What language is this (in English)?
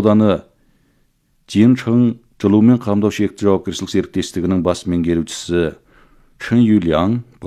Kazakh